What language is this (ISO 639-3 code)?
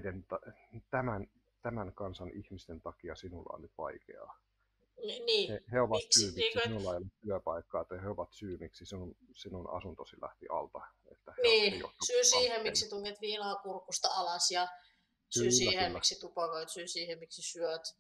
fin